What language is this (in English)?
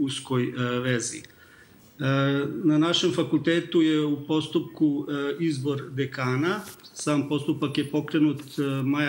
Serbian